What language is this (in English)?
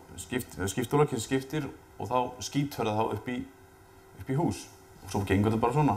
Icelandic